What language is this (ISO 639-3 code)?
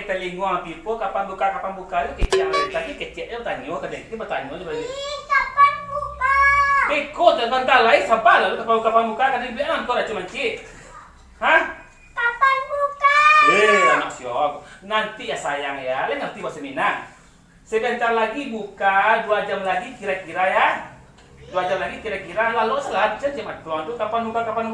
min